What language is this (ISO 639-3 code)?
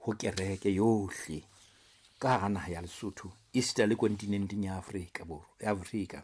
sot